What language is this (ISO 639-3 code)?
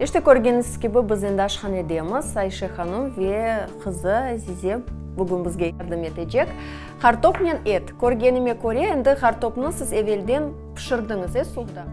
crh